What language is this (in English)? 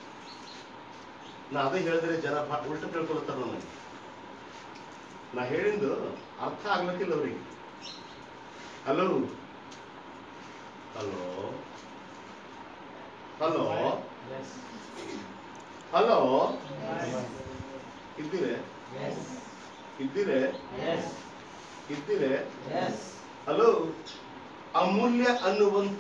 Kannada